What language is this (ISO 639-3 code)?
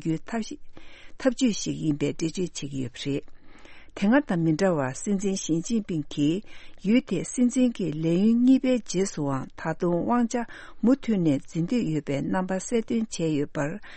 bod